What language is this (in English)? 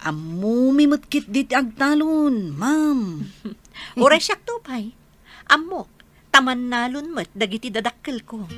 Iloko